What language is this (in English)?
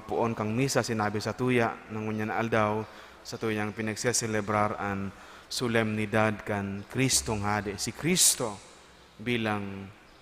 Bikol